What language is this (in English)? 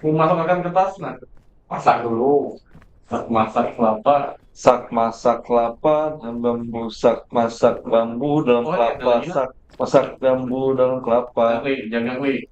Banjar